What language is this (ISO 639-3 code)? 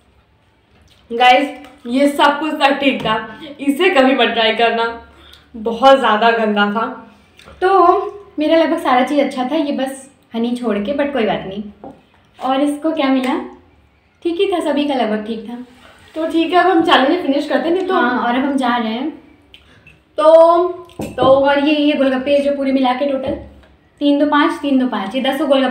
hin